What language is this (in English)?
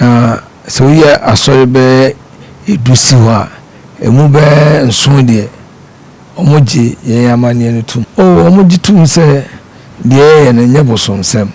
Akan